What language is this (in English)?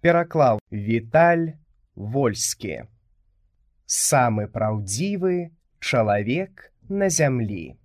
Belarusian